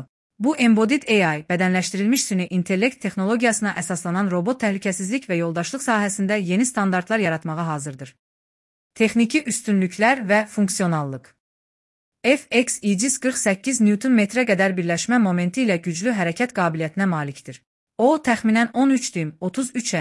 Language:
Azerbaijani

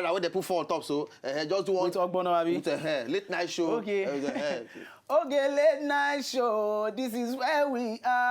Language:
Nigerian Pidgin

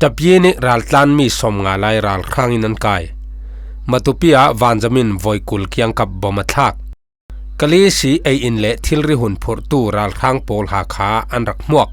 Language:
Falam Chin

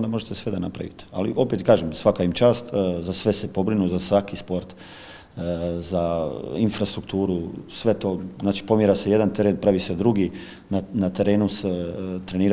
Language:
Croatian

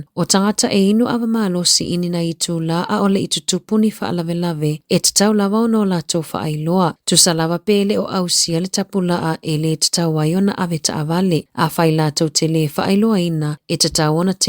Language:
Samoan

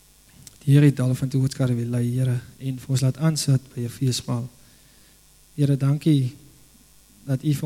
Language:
Afrikaans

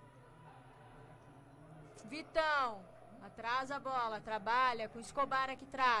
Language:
Portuguese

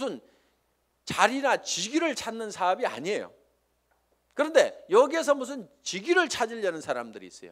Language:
Korean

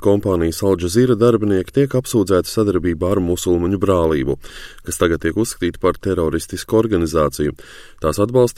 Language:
Latvian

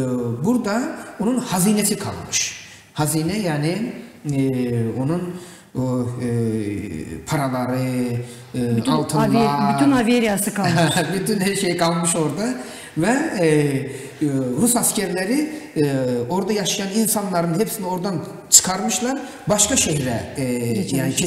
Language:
Gagauz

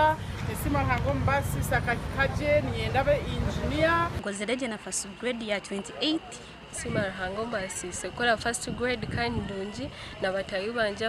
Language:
Nyankole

